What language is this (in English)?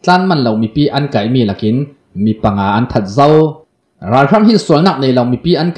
Hakha Chin